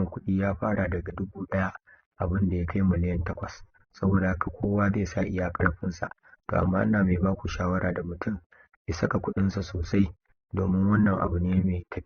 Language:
Hausa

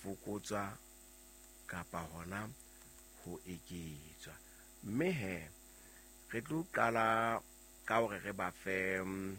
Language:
Southern Sotho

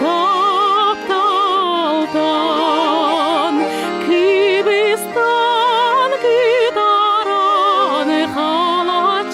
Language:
Yakut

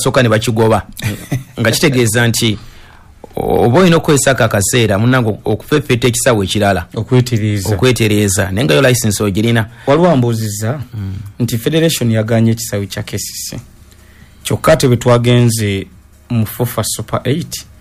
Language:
Ganda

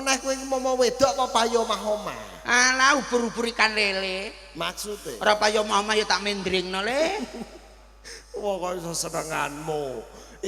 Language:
Javanese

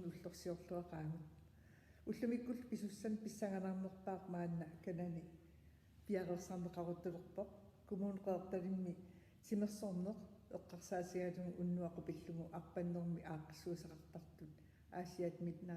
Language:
Kalaallisut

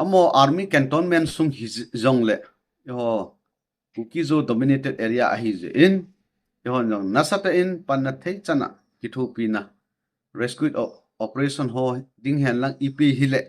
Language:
Thado Chin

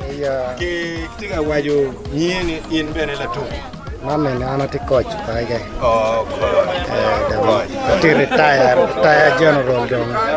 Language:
Acoli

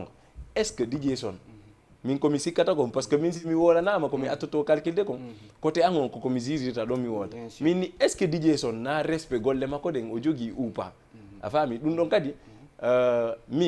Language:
Fula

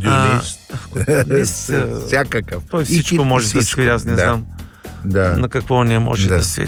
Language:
Bulgarian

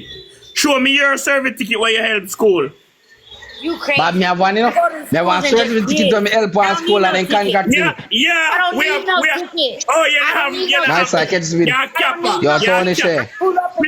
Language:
Jamaican Creole English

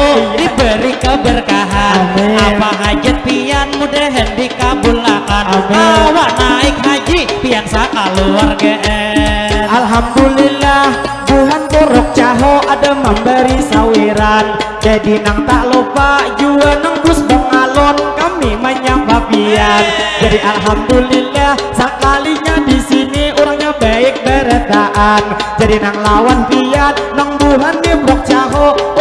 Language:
Banjar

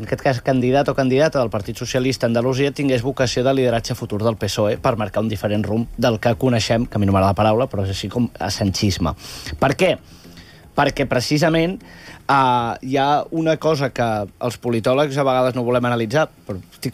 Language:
Catalan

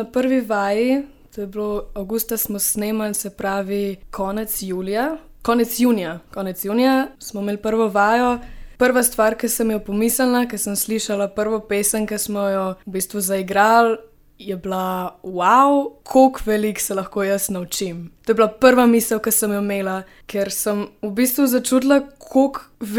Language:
Slovenian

